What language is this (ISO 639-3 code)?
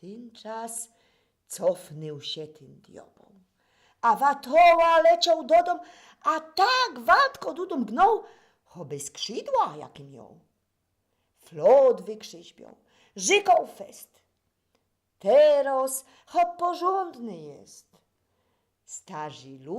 szl